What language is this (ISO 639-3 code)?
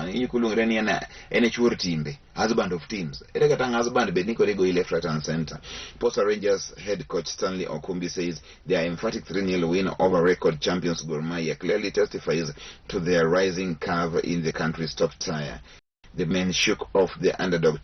luo